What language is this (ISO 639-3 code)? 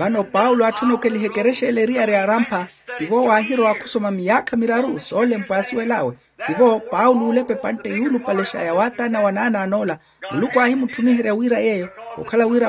vmw